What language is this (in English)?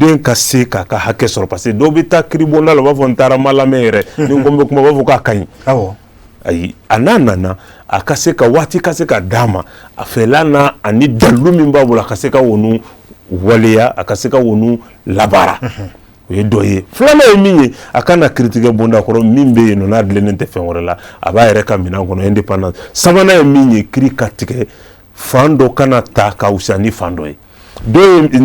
Bambara